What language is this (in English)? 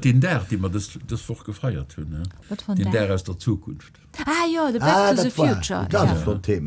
Luxembourgish